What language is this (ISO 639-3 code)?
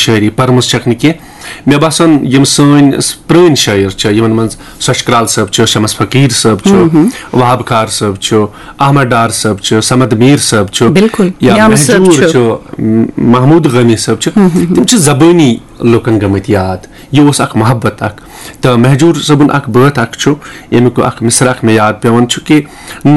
kas